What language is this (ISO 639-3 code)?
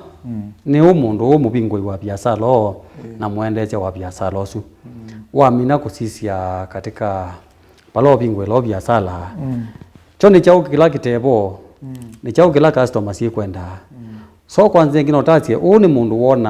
kam